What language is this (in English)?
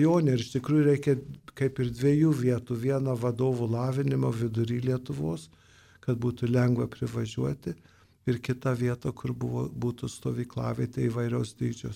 Lithuanian